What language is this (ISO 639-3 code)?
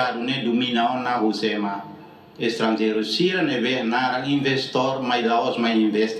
tet